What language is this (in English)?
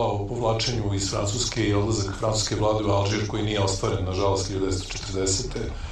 Serbian